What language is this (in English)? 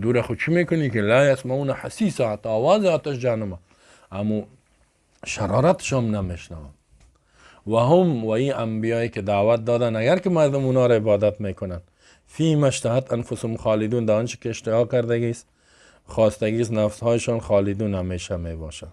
Persian